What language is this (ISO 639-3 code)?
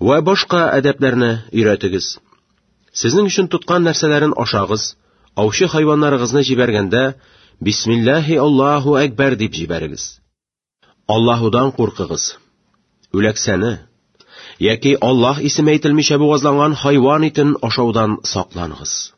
tat